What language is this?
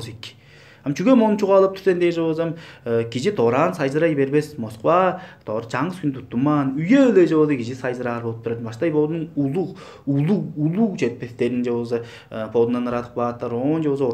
Tuvinian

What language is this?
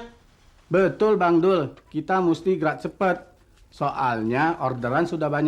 Betawi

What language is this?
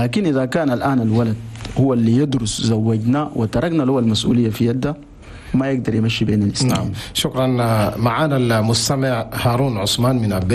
Chadian Arabic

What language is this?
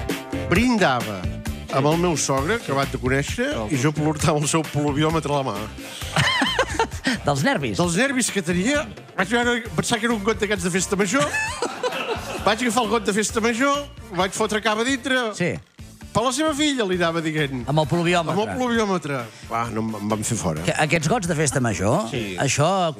Catalan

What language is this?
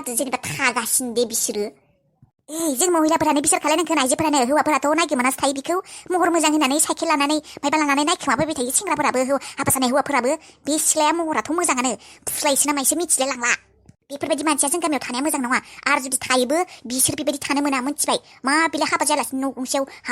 Bodo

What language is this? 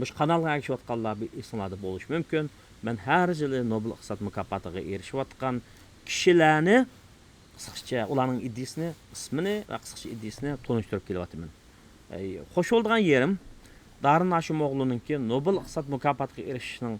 Uyghur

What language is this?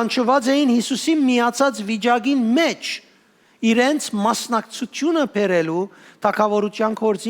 Western Armenian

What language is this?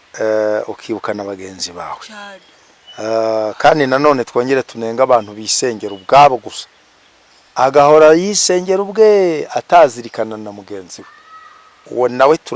Kinyarwanda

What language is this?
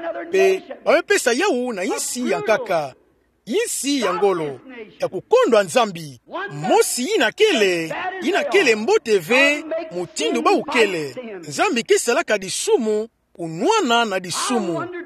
Kituba (Democratic Republic of Congo)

